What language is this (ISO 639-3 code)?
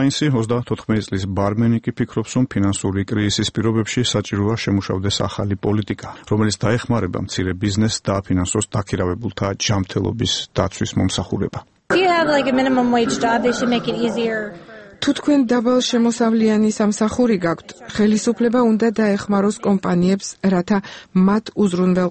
kat